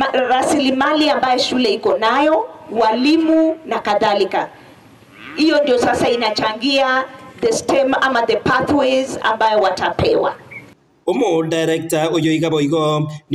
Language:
Gusii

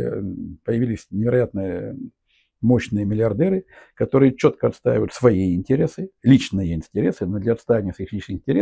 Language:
Russian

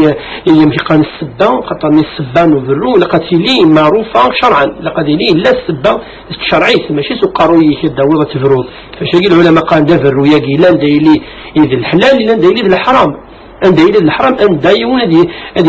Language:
Kabyle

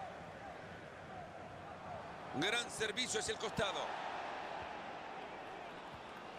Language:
Spanish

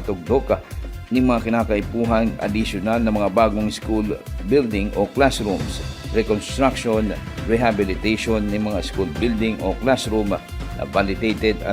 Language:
Bikol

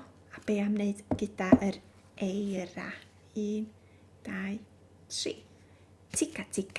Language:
Welsh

